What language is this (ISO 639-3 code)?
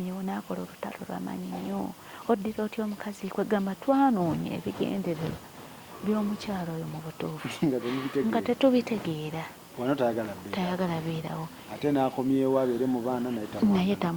lug